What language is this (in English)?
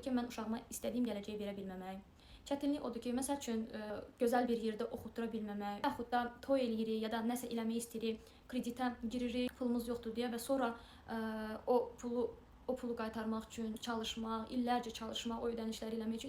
Azerbaijani